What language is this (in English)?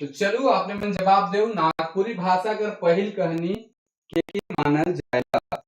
Sadri